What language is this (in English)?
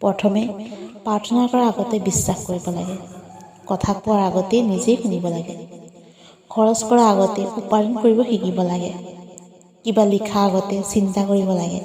Assamese